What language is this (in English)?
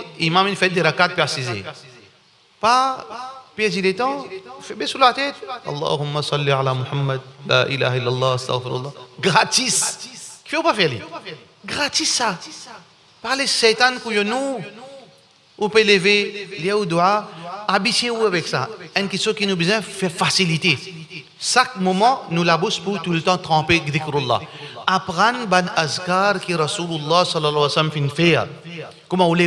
Morisyen